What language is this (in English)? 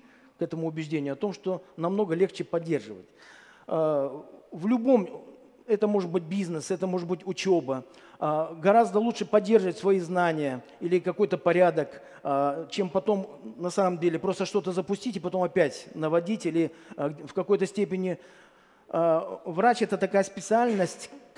Russian